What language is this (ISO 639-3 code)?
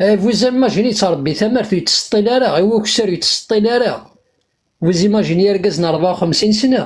kab